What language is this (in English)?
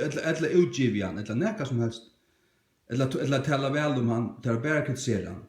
Faroese